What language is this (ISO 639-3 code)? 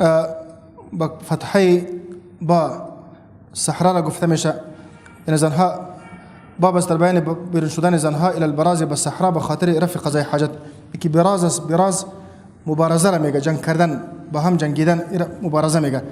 fas